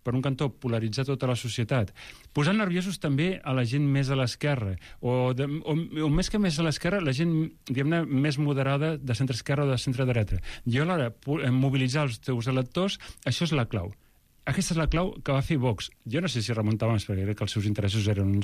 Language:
Catalan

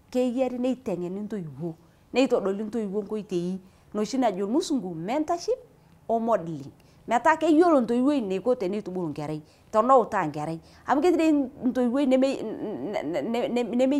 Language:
Masai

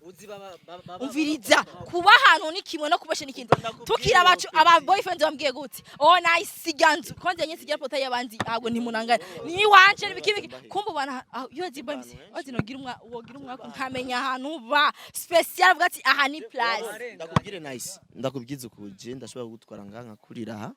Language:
Rundi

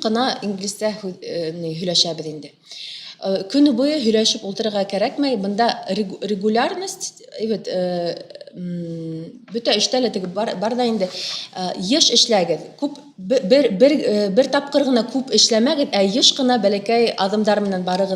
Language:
Bashkir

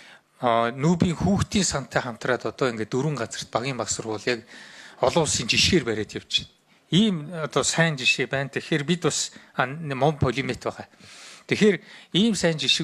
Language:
Mongolian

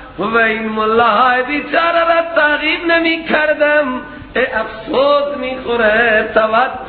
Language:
Persian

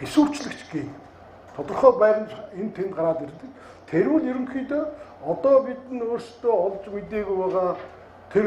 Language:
Mongolian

